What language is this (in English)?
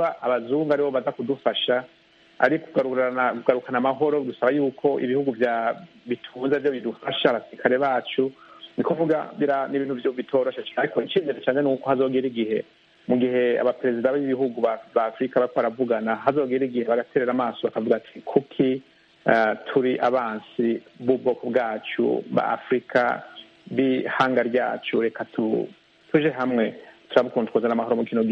Kinyarwanda